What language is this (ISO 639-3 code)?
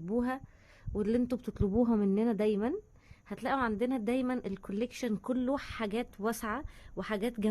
arz